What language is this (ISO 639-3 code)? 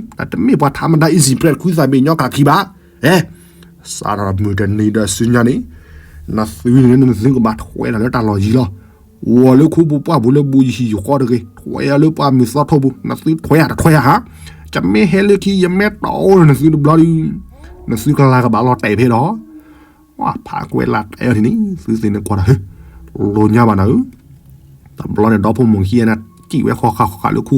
ksw